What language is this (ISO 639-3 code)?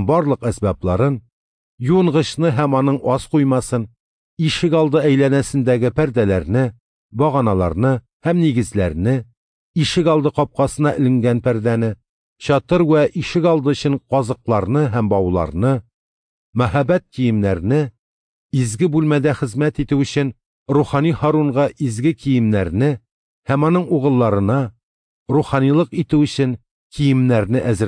tat